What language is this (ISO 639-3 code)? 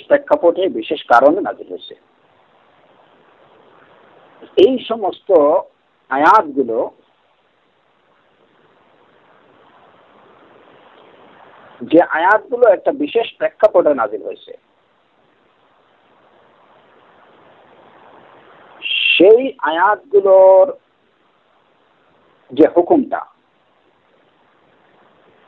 ben